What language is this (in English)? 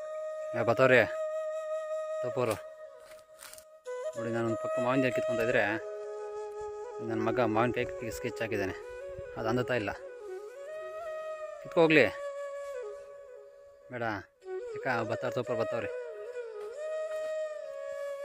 Kannada